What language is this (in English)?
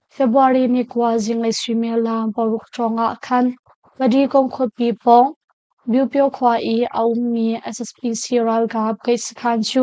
Hakha Chin